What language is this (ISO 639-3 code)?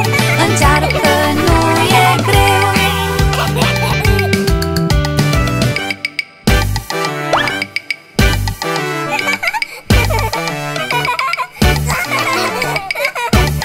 ron